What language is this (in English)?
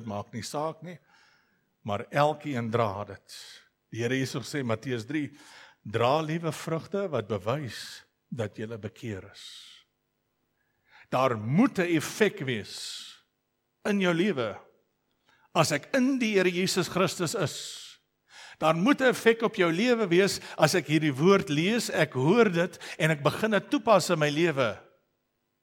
Afrikaans